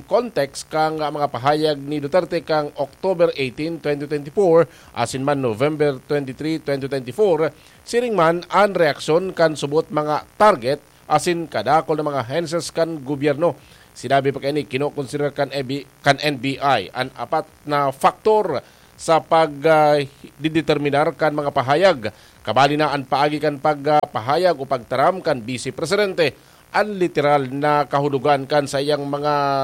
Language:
Bikol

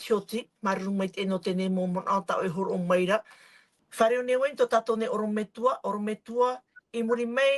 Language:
Tahitian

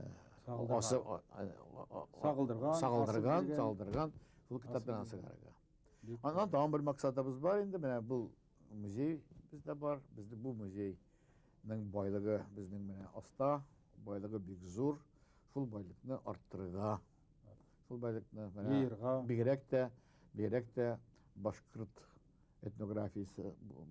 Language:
Bashkir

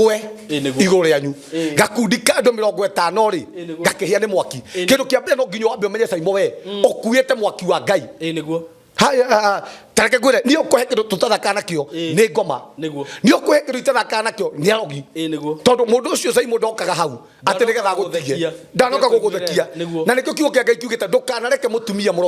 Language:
Kikuyu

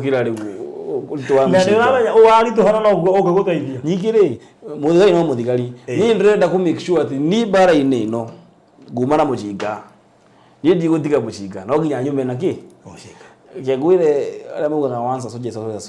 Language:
Kikuyu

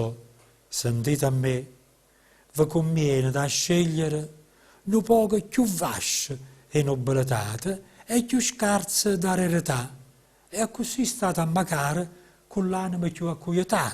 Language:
Neapolitan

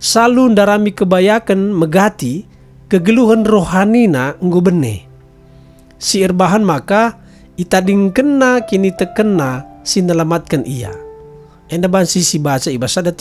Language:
Batak Karo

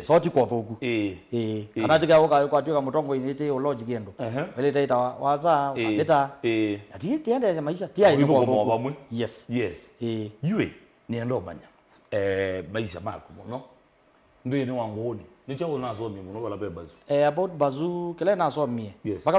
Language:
Kamba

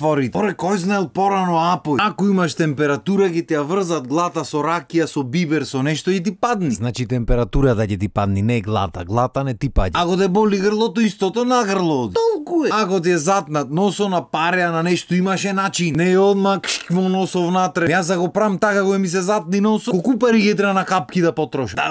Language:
Macedonian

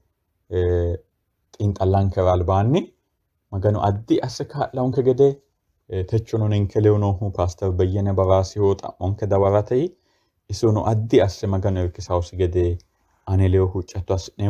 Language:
Sidamo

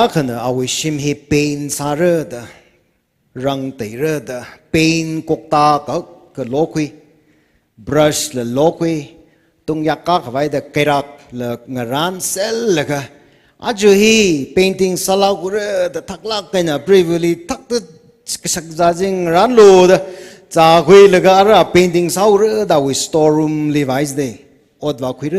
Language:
Tangkhul Naga (India)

